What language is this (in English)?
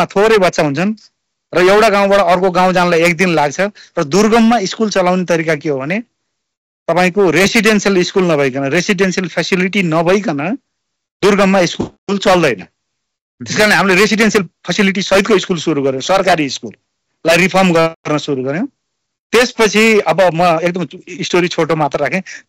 Nepali